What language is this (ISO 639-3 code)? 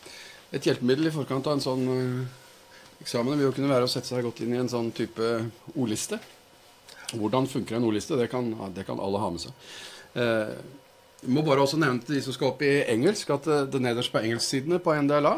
nor